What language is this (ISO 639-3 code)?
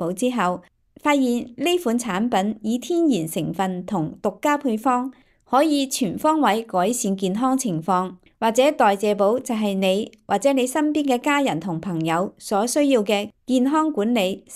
yue